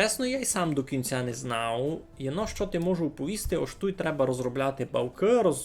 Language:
Rusyn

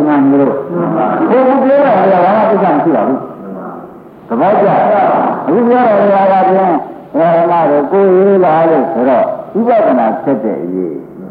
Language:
Burmese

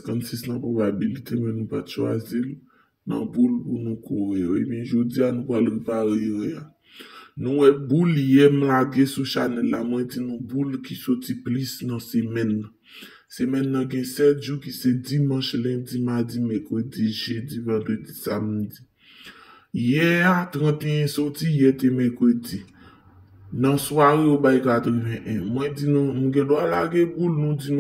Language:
Haitian Creole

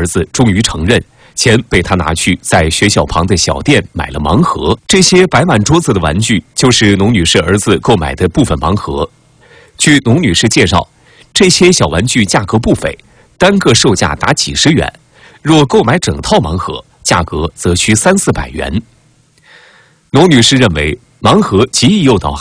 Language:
Chinese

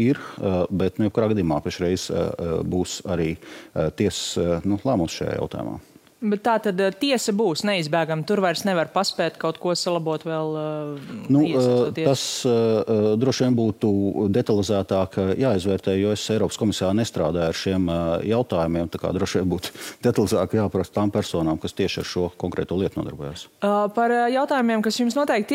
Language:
Latvian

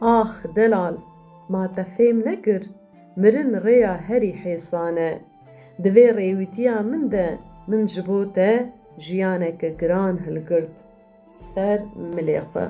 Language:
Kurdish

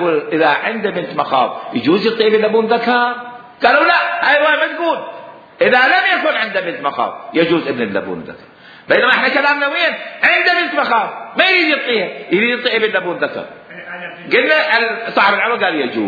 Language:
Mesopotamian Arabic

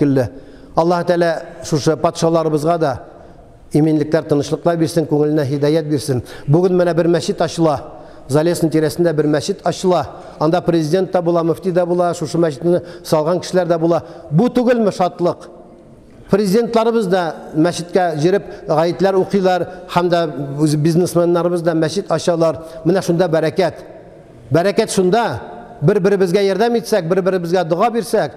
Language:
Tatar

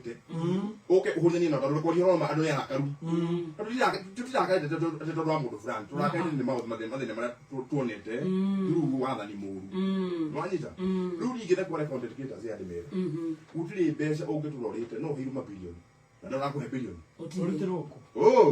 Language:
Kikuyu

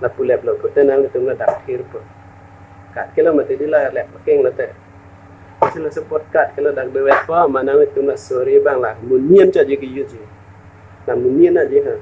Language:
Karbi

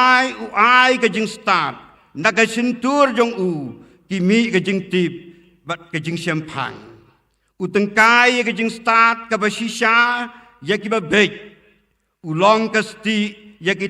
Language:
Khasi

